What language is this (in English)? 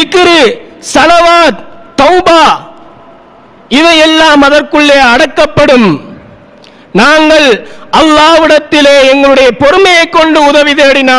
Tamil